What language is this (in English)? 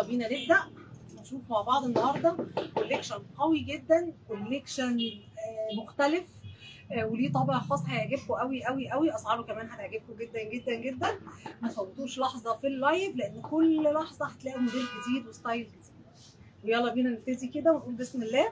Egyptian Arabic